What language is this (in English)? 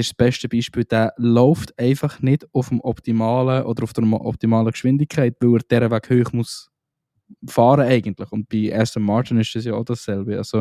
Swiss German